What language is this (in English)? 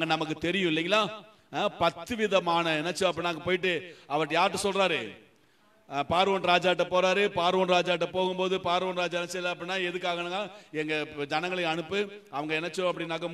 Tamil